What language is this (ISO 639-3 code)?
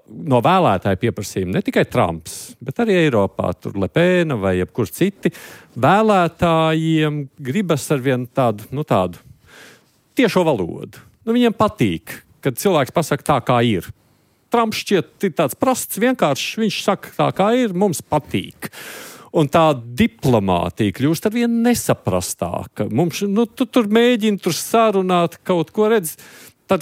lav